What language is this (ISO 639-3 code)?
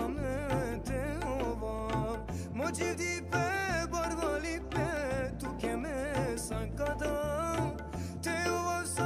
rmn